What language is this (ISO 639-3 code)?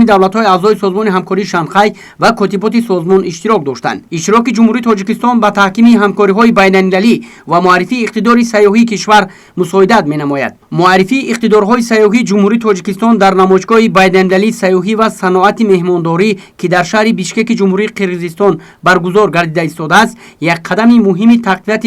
tgk